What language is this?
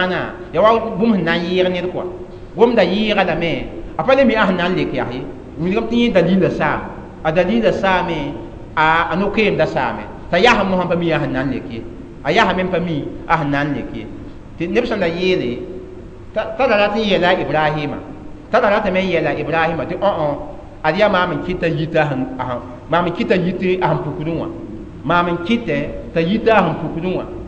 Mossi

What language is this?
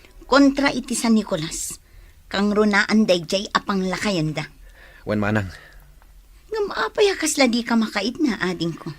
Iloko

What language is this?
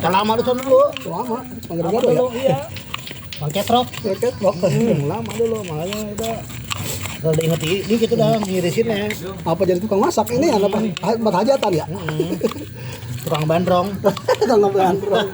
Betawi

